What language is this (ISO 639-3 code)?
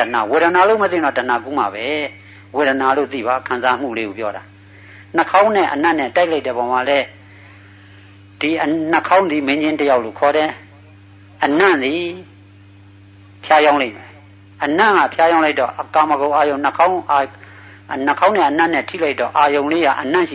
mya